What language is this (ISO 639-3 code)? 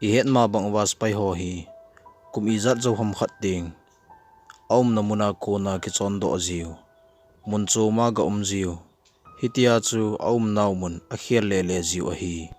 tcz